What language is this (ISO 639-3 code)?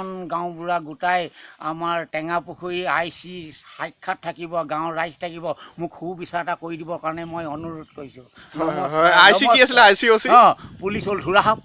asm